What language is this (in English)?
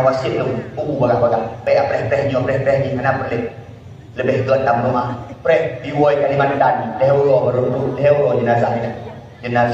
Achinese